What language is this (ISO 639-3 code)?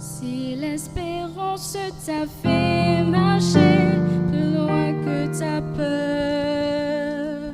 mfe